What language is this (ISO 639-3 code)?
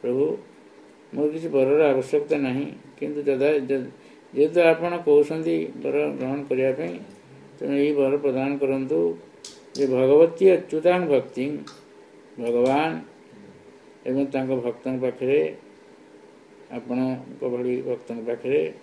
ori